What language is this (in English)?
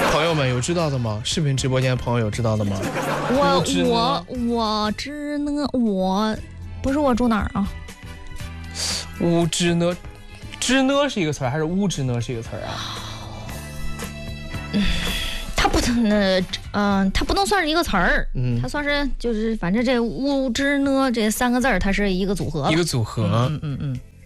Chinese